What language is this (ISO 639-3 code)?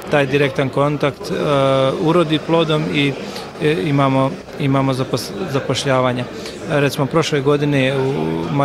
bos